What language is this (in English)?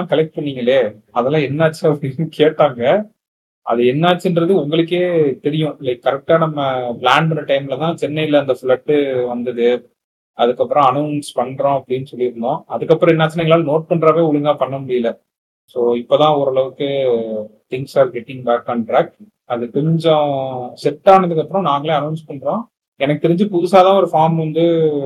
Tamil